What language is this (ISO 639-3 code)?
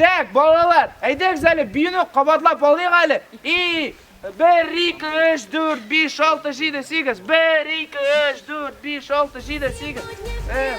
tat